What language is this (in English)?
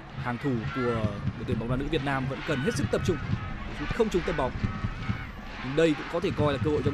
Vietnamese